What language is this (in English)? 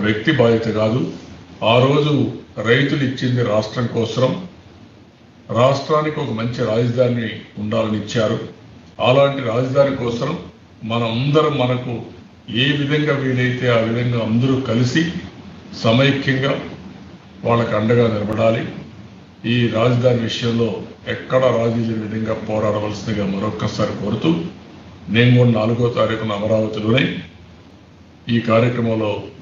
Telugu